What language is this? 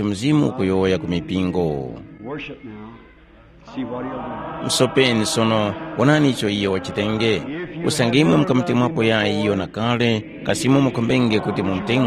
Tumbuka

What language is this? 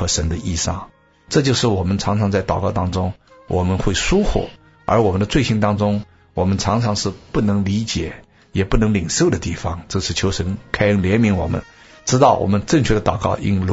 Chinese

